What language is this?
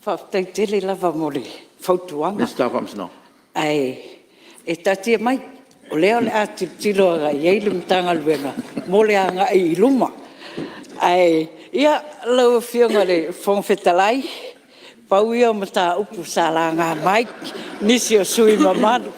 Samoan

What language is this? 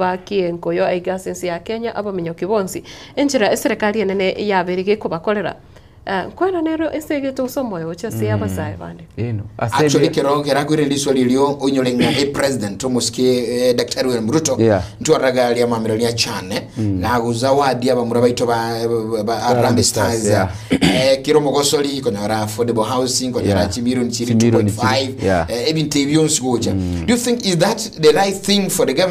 Gusii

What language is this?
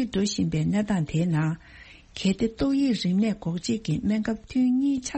Tibetan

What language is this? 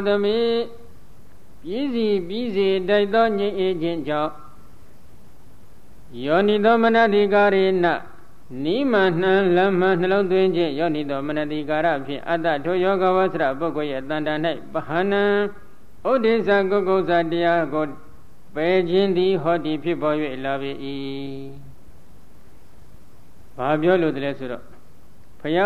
Burmese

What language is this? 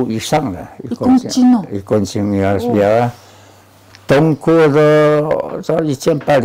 Taroko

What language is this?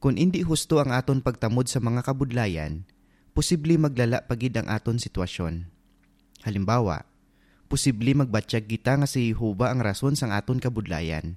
Hiligaynon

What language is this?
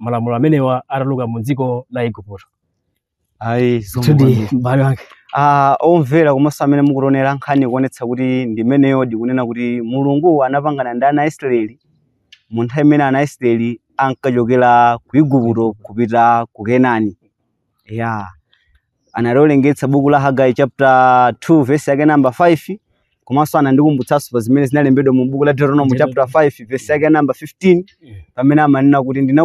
Nyanja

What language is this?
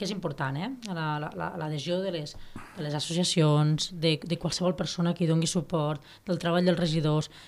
Catalan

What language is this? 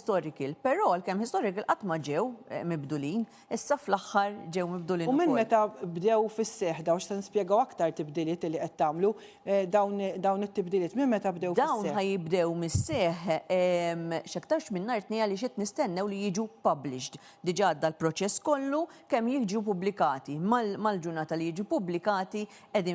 Maltese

